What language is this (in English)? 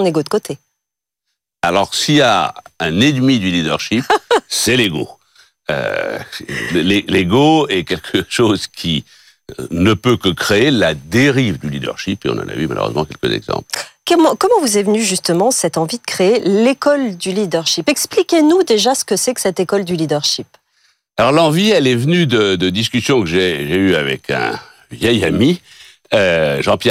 French